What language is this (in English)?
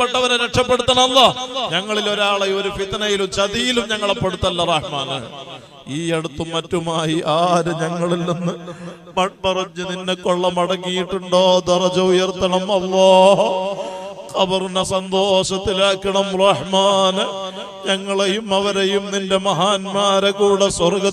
Malayalam